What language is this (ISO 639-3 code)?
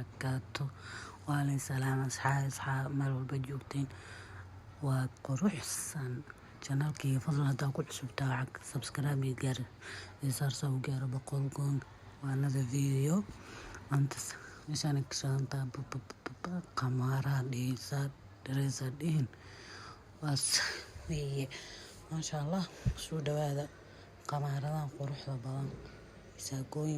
som